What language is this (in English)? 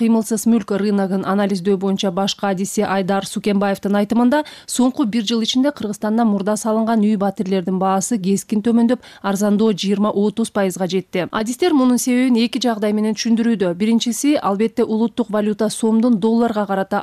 Kyrgyz